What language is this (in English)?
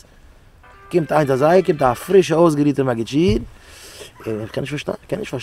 Yiddish